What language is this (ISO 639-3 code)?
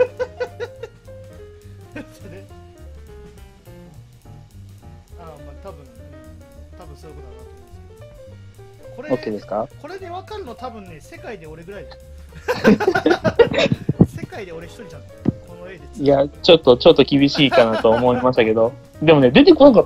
jpn